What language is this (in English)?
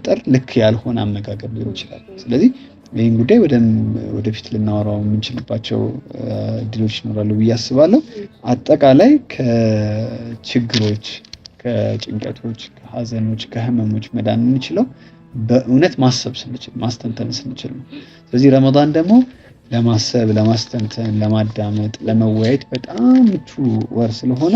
Amharic